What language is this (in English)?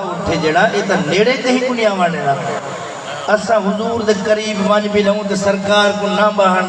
Saraiki